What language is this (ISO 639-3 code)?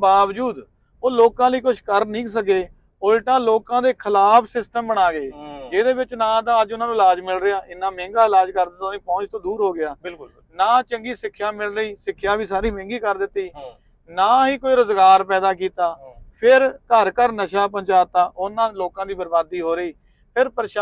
pan